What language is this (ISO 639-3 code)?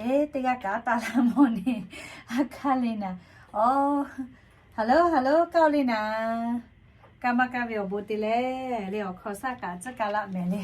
lhu